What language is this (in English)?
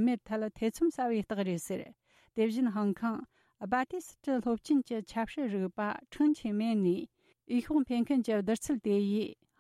Tibetan